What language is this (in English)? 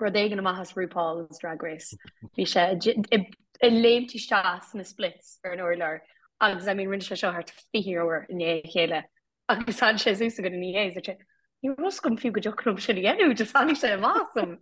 Irish